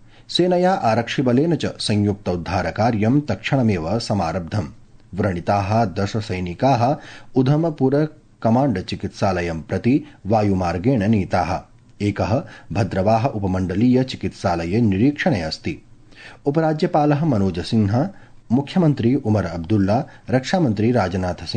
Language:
Sanskrit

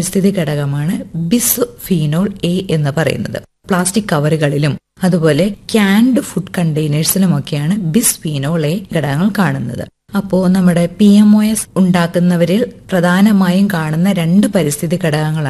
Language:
Malayalam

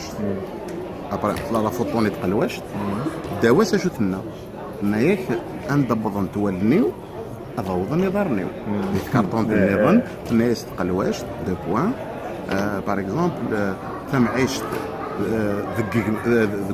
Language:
Kabyle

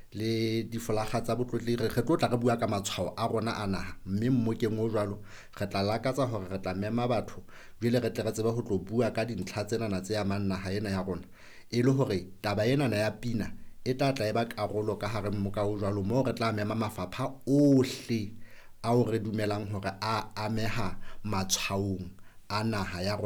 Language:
Southern Sotho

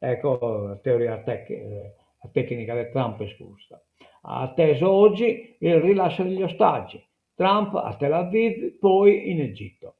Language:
Sardinian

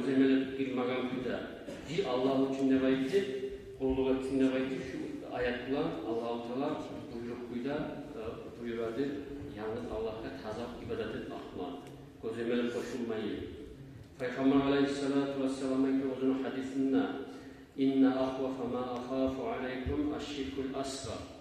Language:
Kumyk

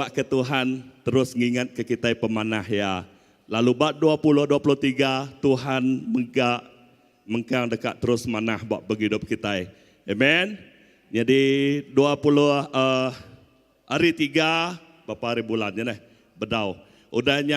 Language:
Iban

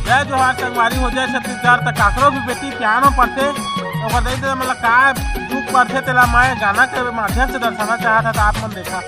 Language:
Chhattisgarhi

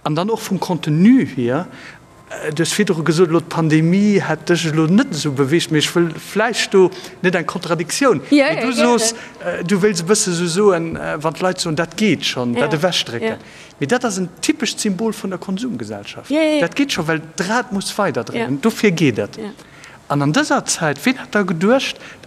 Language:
Luxembourgish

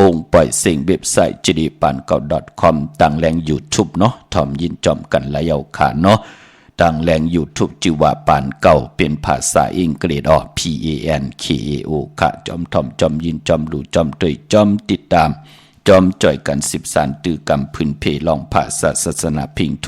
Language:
Shan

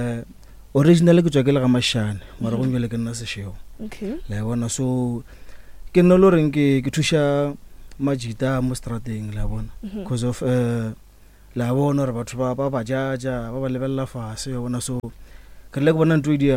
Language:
Northern Sotho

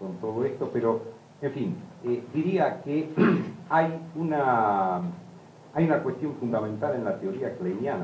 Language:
Spanish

